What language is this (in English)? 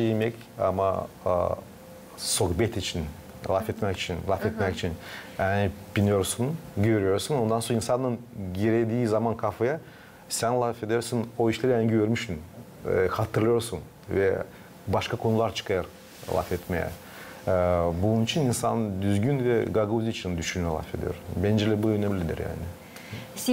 Gagauz